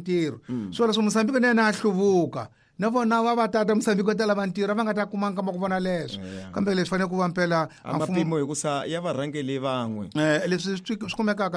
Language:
Tsonga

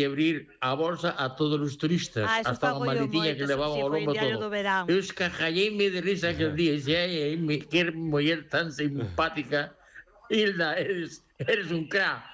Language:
Galician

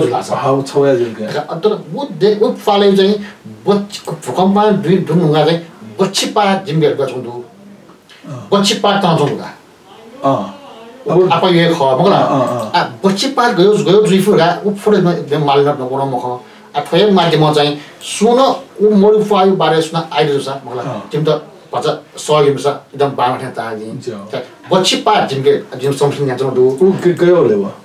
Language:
Newari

